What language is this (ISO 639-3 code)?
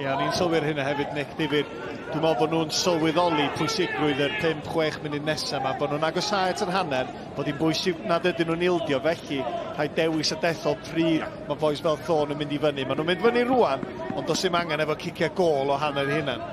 cym